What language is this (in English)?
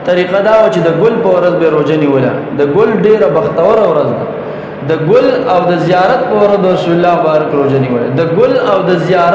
Pashto